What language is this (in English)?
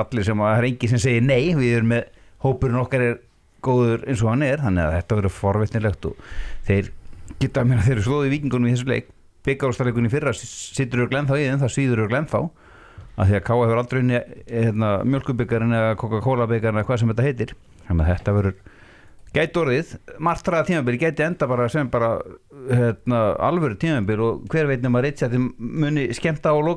Icelandic